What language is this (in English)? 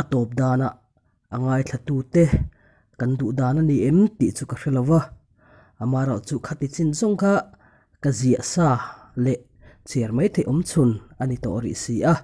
Mizo